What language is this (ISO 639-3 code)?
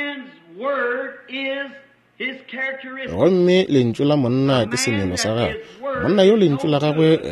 nso